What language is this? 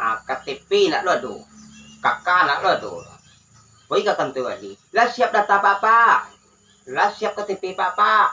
Minangkabau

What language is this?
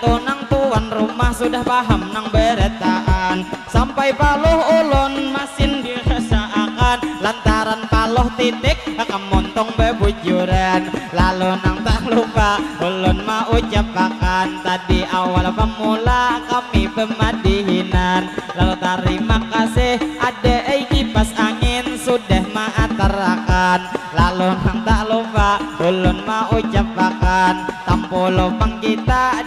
Banjar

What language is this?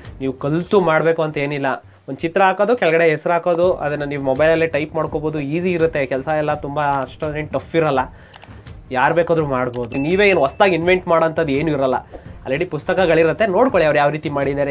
Kannada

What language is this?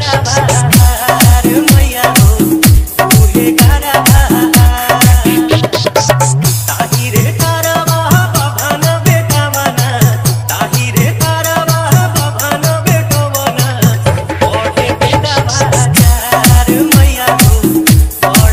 Bhojpuri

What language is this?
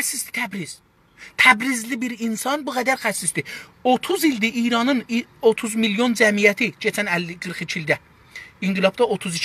South Azerbaijani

